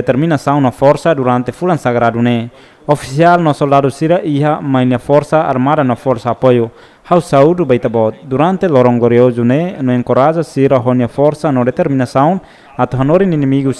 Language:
Tetum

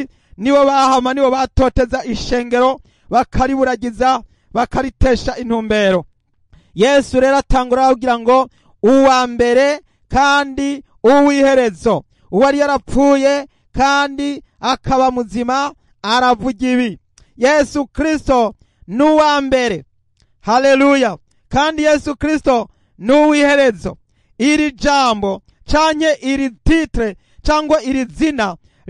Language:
Rundi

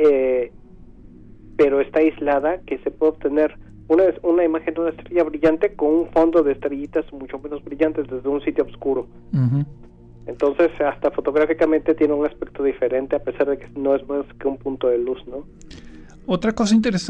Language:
Spanish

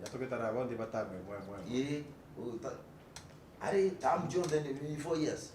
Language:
Meru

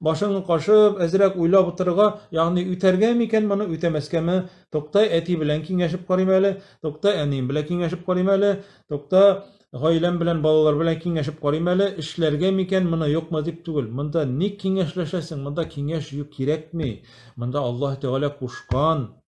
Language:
Tatar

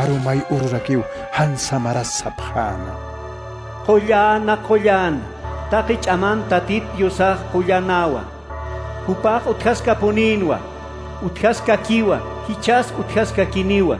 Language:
Aymara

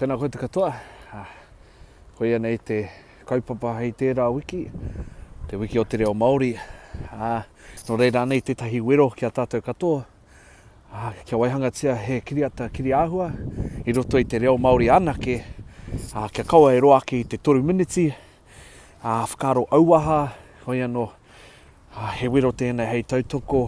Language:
Māori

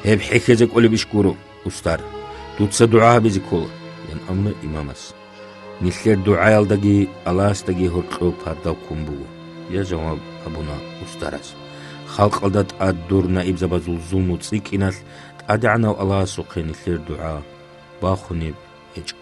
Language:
Avaric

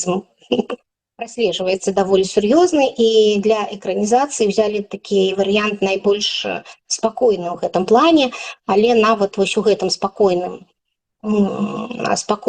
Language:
Belarusian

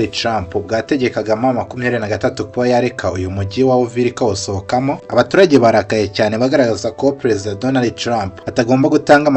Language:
Kinyarwanda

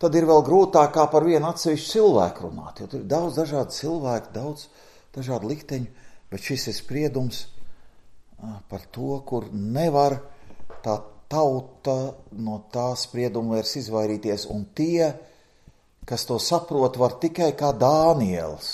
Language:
Latvian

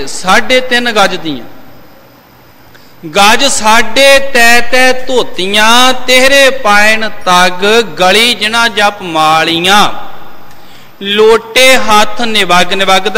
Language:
Punjabi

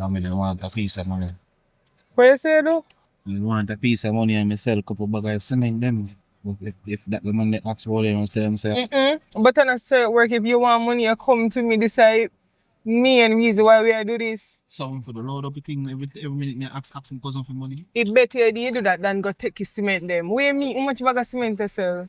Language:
Jamaican Creole English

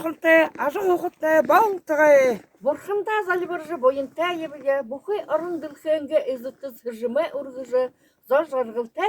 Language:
Buriat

